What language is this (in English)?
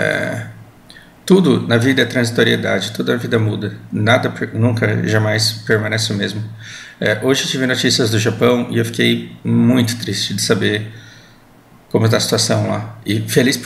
Portuguese